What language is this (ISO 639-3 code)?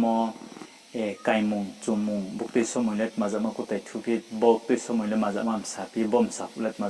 ria